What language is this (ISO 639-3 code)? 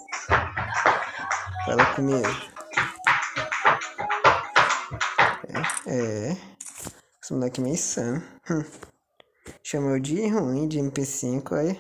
por